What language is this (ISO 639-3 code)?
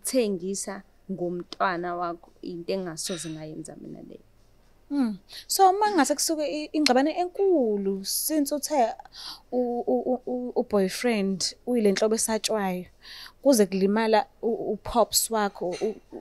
zul